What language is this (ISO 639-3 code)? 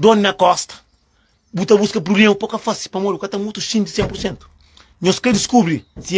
kea